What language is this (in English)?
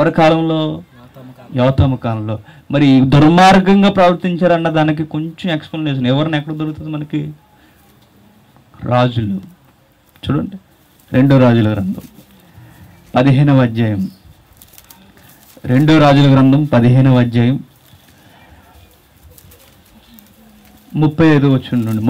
Telugu